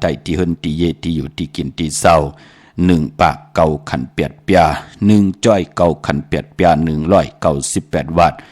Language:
Shan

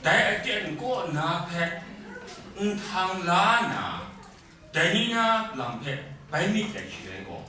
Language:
Kachin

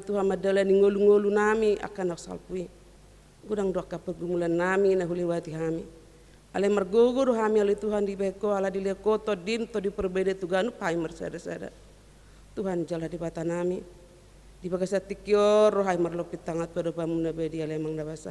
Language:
Batak Toba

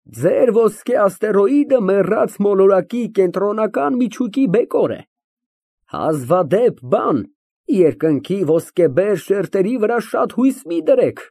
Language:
Armenian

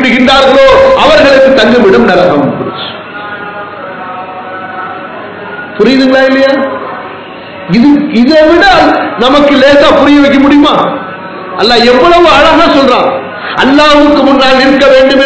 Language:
Tamil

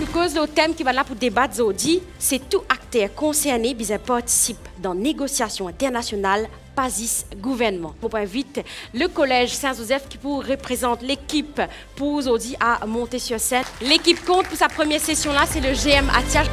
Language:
Morisyen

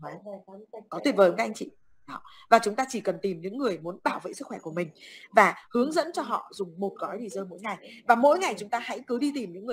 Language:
Vietnamese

